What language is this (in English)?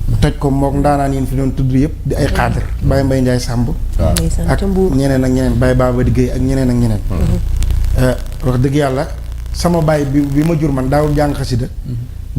Wolof